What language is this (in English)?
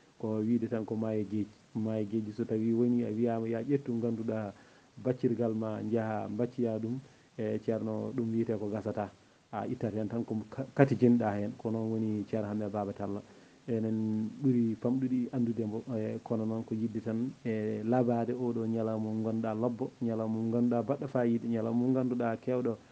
Fula